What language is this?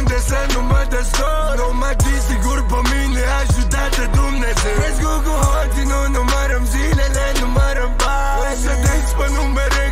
Romanian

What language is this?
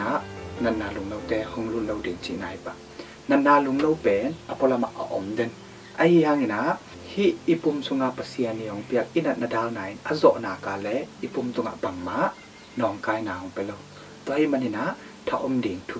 Tedim Chin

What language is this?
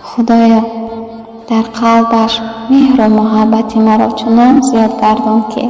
Tajik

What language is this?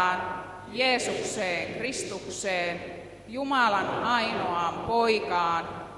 Finnish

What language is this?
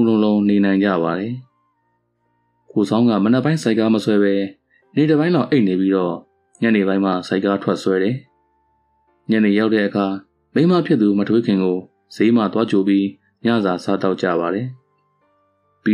Burmese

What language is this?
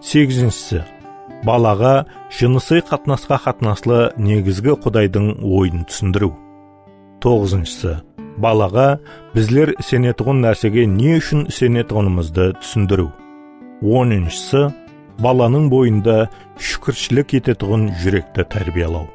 Kara-Kalpak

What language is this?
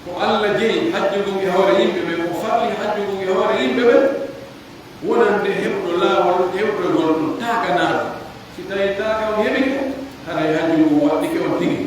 Pular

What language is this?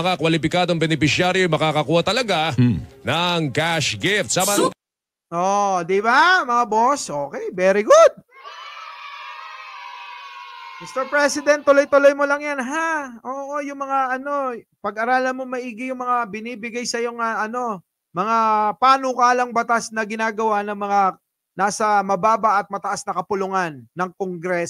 Filipino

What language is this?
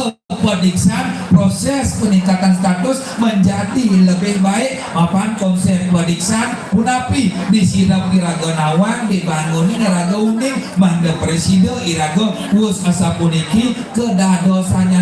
Balinese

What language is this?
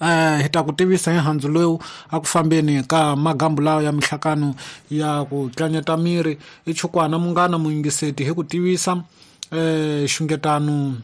Tsonga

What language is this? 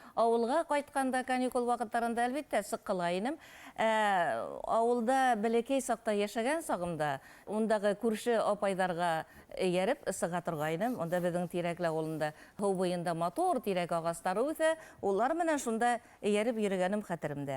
Bashkir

